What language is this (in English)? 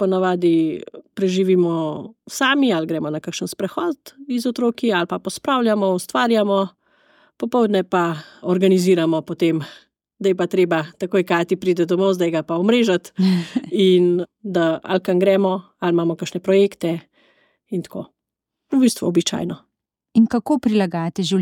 Slovenian